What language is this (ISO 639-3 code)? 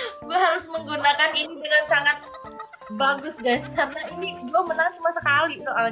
ind